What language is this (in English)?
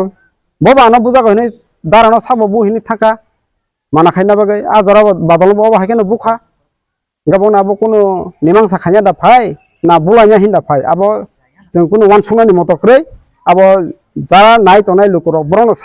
Kok Borok